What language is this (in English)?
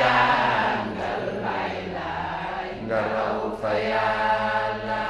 Wolof